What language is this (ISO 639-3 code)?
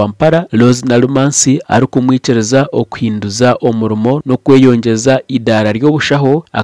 nyn